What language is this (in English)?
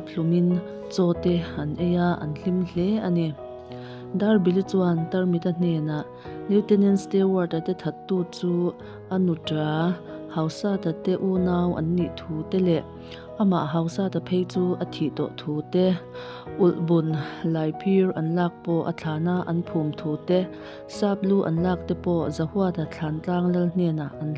Mizo